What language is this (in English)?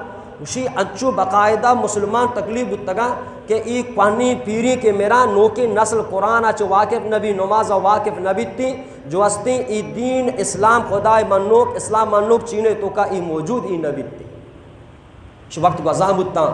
Eastern Balochi